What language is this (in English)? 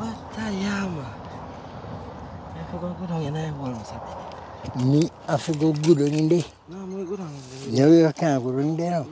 Jamaican Creole English